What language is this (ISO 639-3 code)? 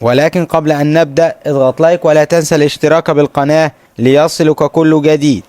arz